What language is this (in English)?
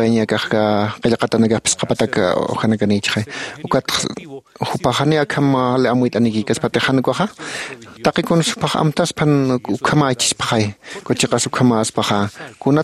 Aymara